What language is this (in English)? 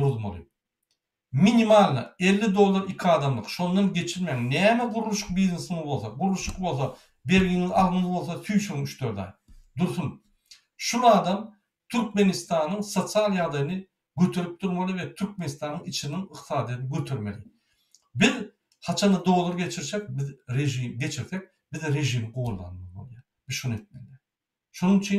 Turkmen